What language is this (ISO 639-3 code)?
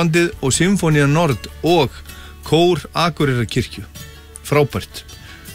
isl